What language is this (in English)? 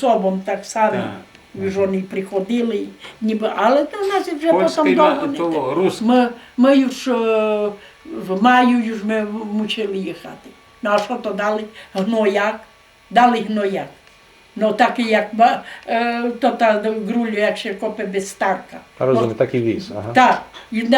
Rusyn